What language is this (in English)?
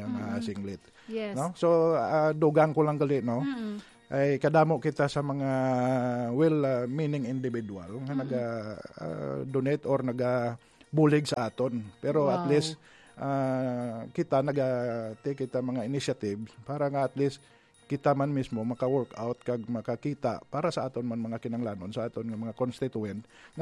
Hiligaynon